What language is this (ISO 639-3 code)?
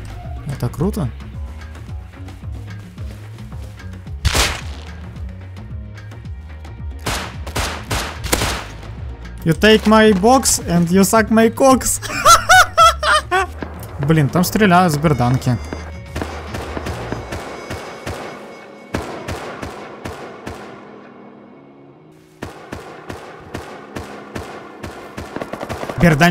rus